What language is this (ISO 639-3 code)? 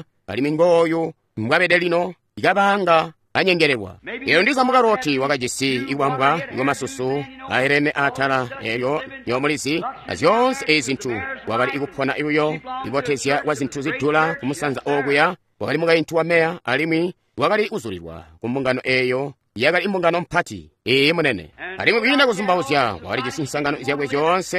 toi